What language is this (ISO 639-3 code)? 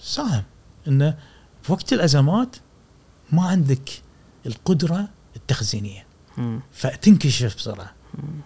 afb